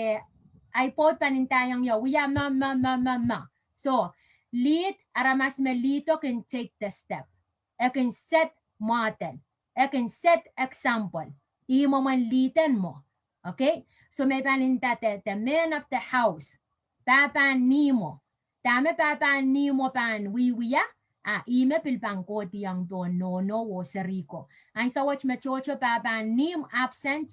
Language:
Pohnpeian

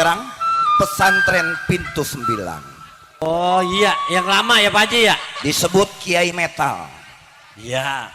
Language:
Betawi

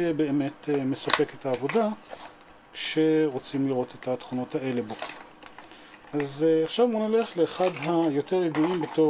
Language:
Hebrew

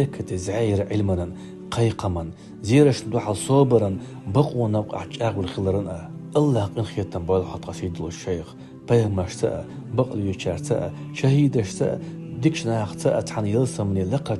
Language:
Chechen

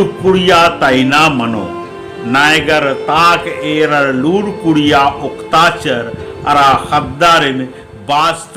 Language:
Kurukh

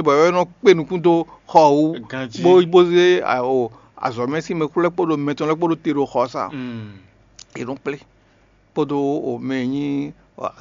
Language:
Fon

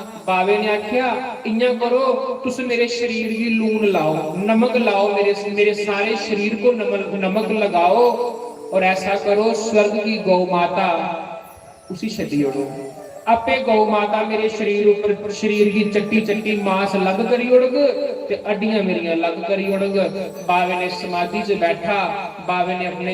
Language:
Dogri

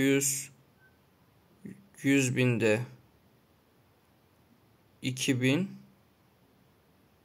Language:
Turkish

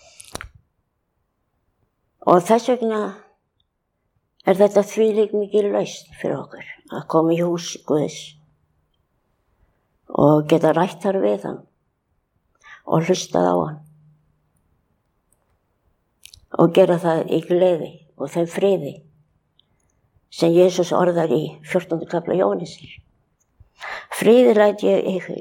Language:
Icelandic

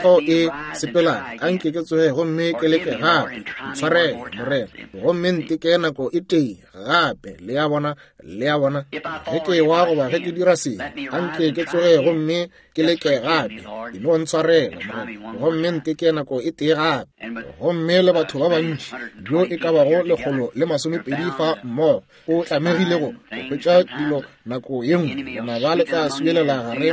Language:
Northern Sotho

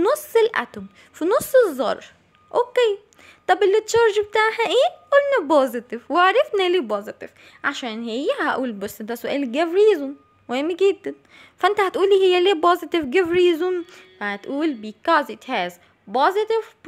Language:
Egyptian Arabic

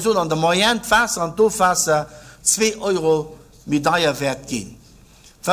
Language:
Luxembourgish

